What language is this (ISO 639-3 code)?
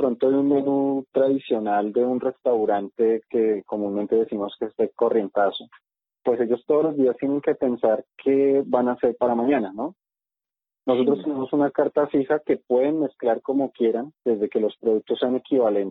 spa